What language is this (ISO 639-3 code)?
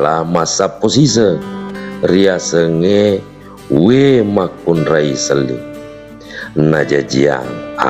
bug